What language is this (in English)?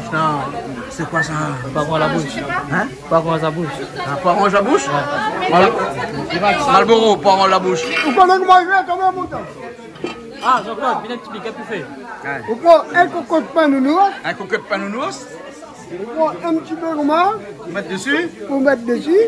Réunion Creole French